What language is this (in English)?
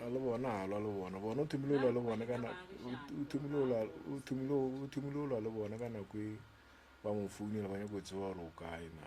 Northern Sotho